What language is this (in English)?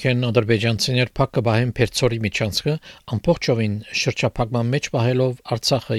Armenian